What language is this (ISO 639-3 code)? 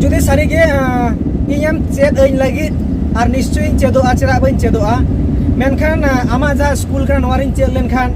sat